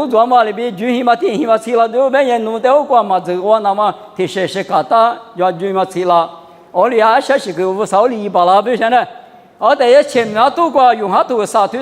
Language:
Lisu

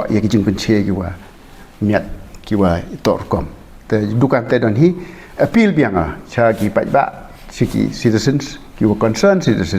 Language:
Pnar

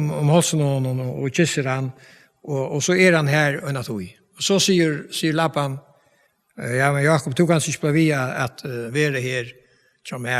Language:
Faroese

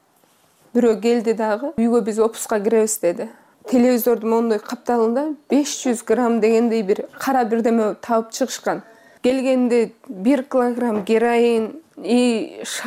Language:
Kyrgyz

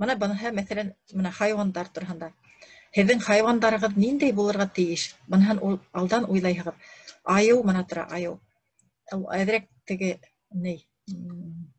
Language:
Bashkir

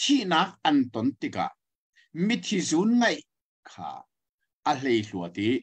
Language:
Hakha Chin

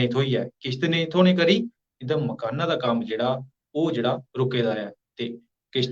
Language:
Dogri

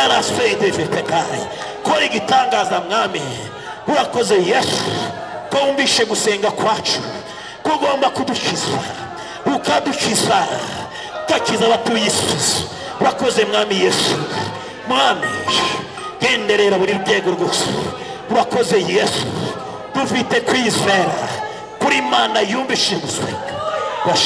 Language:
Kinyarwanda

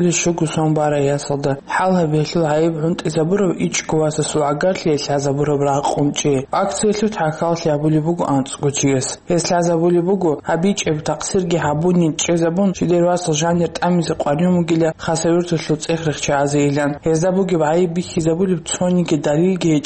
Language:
Avaric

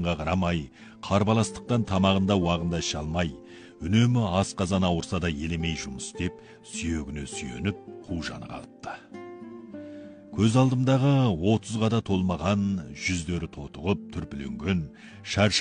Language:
Kazakh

